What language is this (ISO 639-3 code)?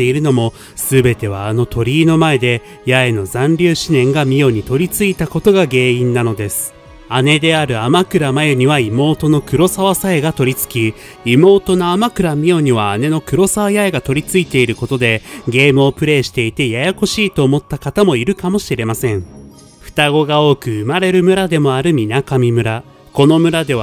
jpn